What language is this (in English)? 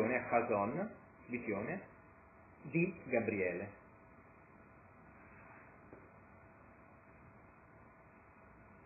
Italian